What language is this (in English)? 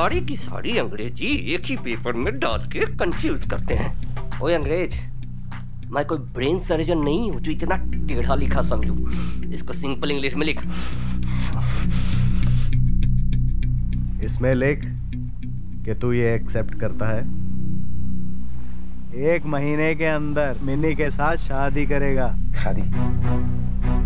Hindi